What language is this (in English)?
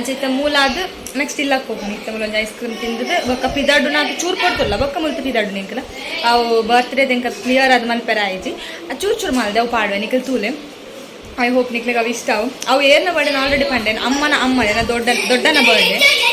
Tulu